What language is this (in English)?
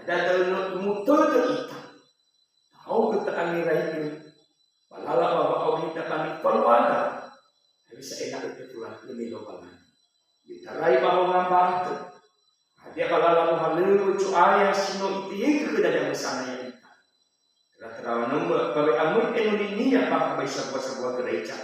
Nias